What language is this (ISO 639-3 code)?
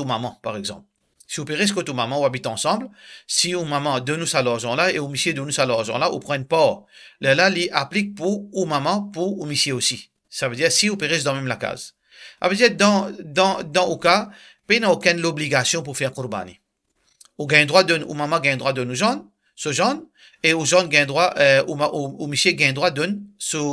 mfe